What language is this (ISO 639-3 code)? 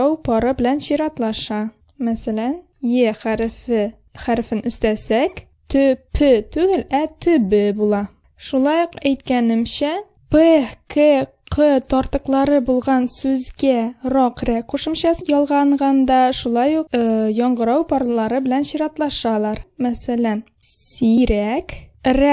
tat